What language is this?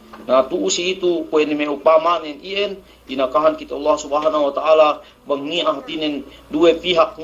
Yakan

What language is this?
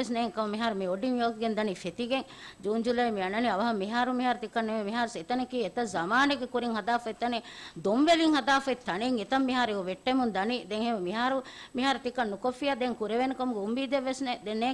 Divehi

